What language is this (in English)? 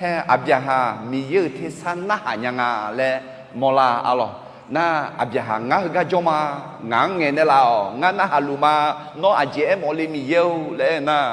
Akha